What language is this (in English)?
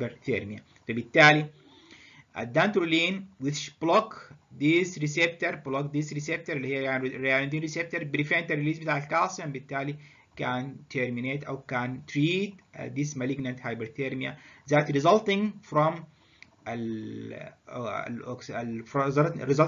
Egyptian Arabic